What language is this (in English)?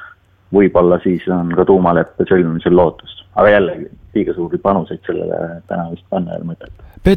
Estonian